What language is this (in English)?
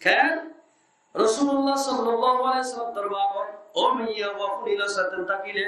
Rohingya